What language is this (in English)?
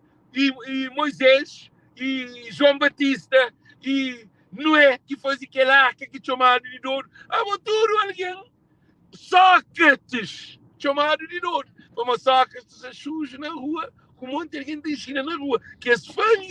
Kabuverdianu